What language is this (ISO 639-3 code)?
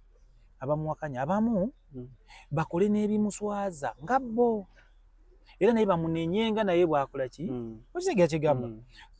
lug